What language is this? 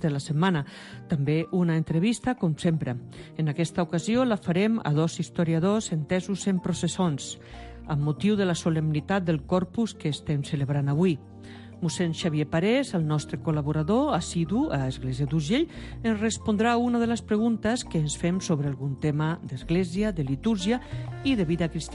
Catalan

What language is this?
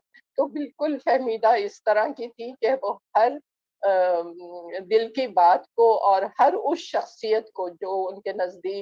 Urdu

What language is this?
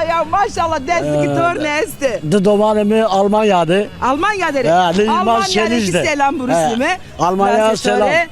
Zaza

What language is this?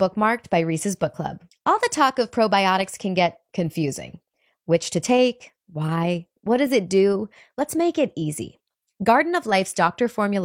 English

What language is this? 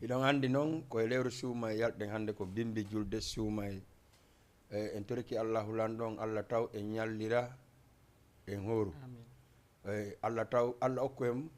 Fula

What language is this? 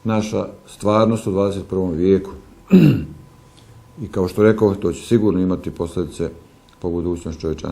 Bosnian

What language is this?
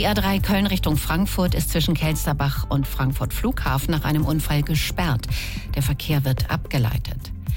German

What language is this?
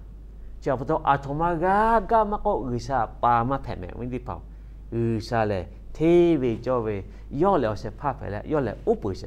Lahu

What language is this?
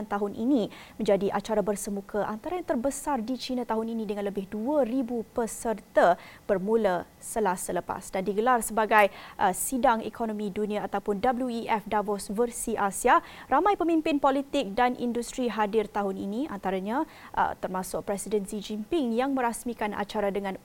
Malay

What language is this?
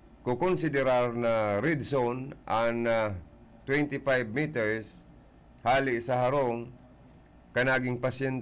Bikol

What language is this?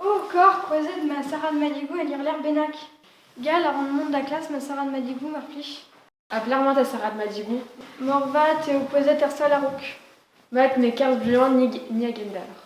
Breton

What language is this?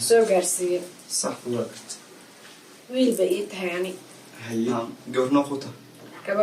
Somali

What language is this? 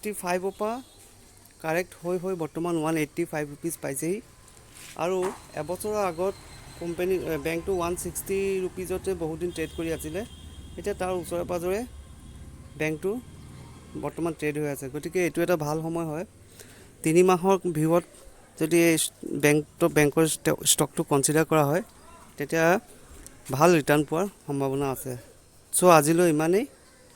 Assamese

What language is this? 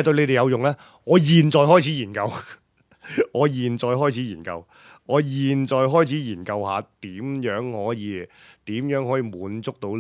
Cantonese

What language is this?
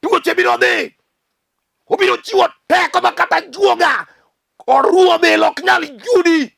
Luo (Kenya and Tanzania)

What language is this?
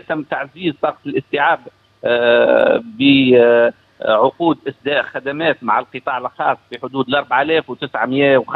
Tunisian Arabic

